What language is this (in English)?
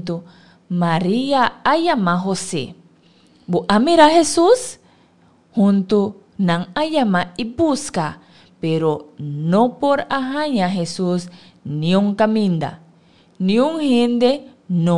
Papiamento